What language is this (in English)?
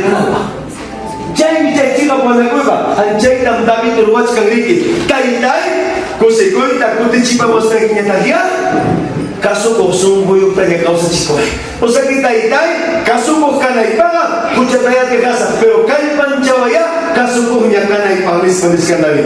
Ayacucho Quechua